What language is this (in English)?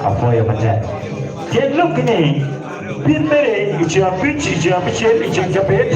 Acoli